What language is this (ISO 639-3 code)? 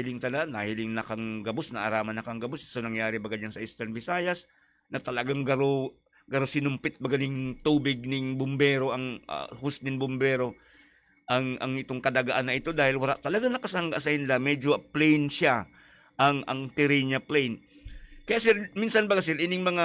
bik